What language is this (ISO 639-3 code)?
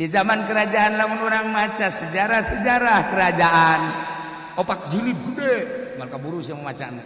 sun